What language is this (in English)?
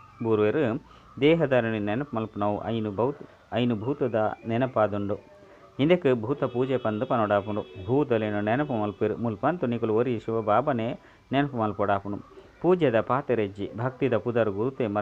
Tulu